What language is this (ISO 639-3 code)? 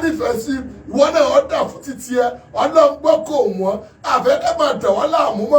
yor